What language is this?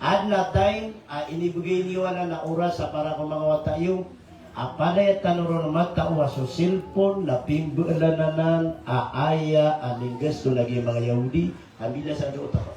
Maranao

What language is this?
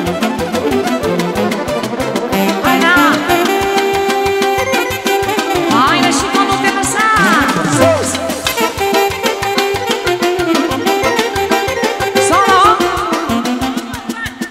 Romanian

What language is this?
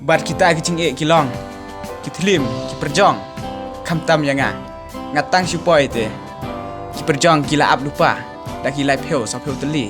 Khasi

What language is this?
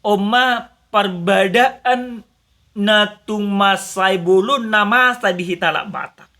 Batak Toba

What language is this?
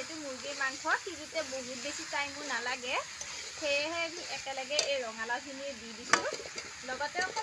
Assamese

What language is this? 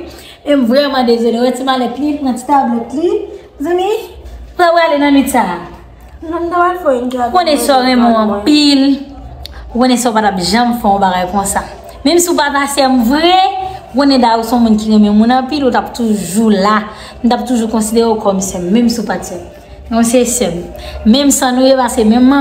Haitian Creole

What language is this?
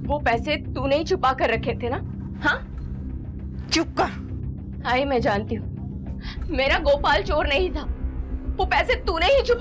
Hindi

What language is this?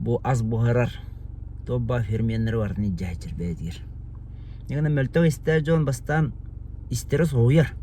Yakut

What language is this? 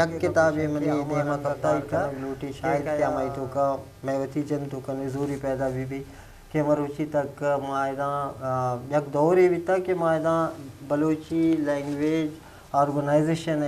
Eastern Balochi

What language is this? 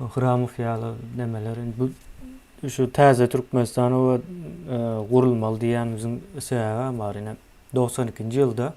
Turkmen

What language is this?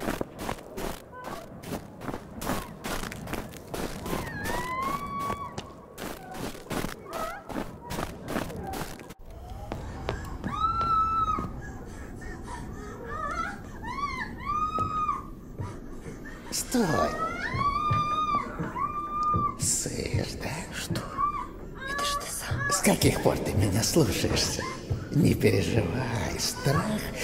Russian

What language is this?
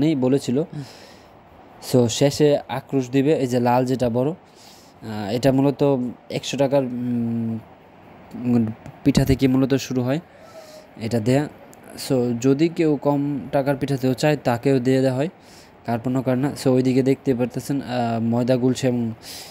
Bangla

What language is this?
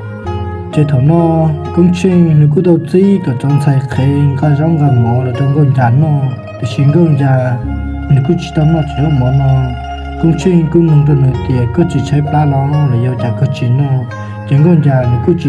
Hmong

